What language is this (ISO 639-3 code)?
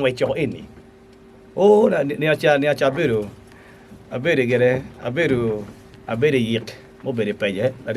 ach